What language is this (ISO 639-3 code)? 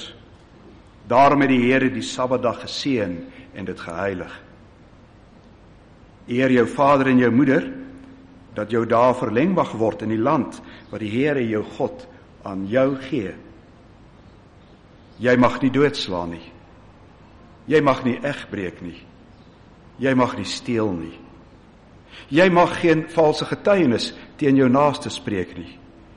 afr